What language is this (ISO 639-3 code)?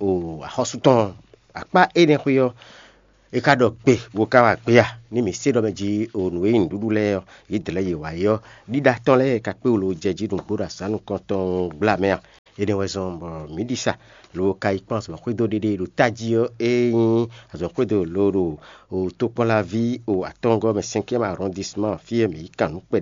fon